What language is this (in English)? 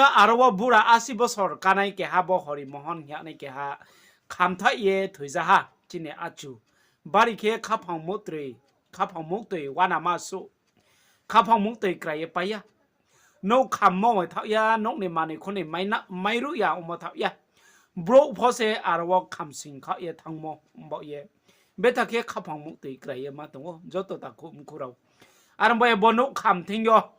Riang (India)